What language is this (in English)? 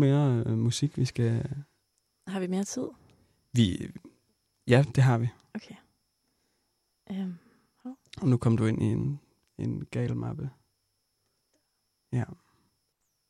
Danish